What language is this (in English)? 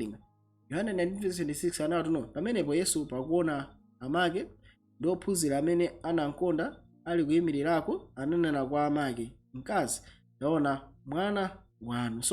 Nyanja